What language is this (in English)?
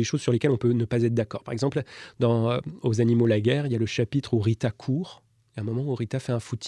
French